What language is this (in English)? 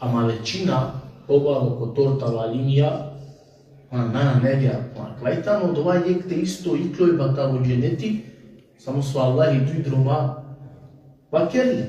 Balkan Romani